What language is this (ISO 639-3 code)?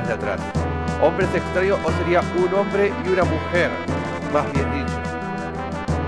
spa